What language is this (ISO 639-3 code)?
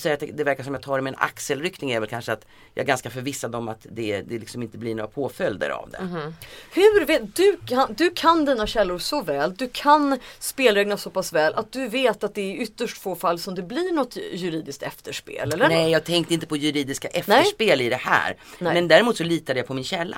swe